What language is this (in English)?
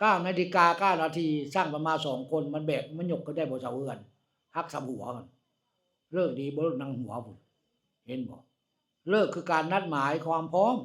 Northeastern Thai